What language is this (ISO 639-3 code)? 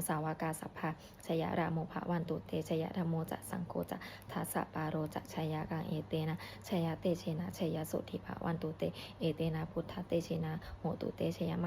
pli